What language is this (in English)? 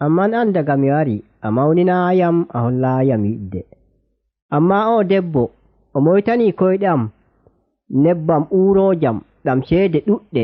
Nigerian Fulfulde